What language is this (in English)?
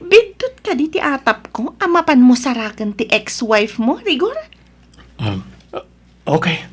Iloko